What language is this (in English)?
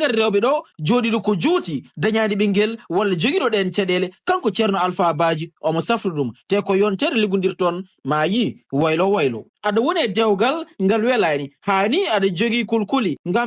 Fula